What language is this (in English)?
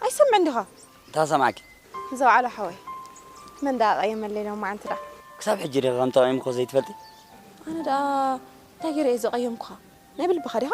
Tigrinya